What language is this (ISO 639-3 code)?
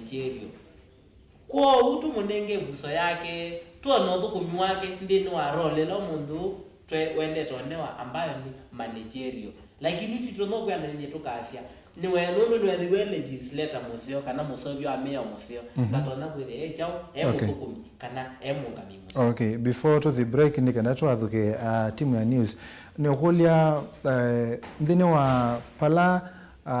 kam